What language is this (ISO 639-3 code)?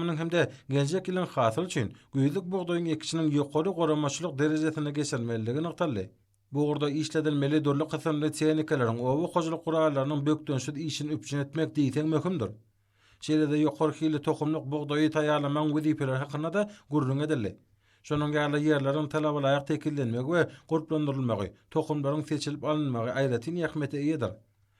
tuk